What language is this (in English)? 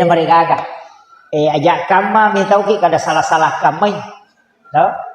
Buginese